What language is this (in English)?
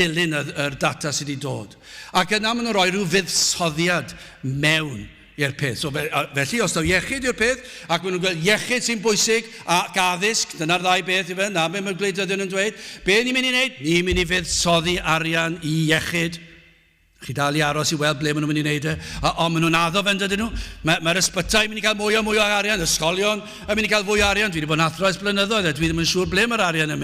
Welsh